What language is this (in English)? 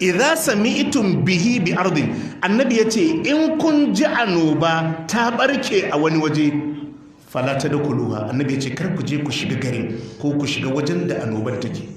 Hausa